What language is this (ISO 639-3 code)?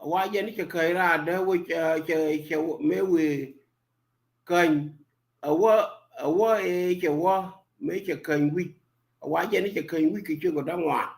nus